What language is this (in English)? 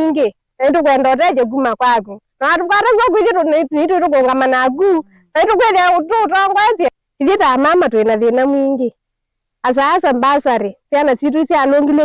Kamba